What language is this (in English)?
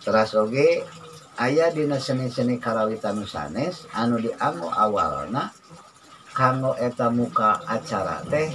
Sundanese